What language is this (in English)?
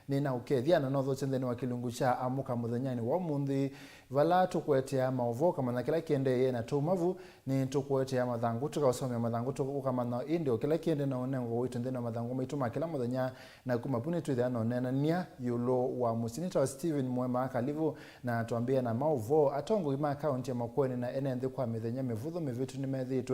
Kamba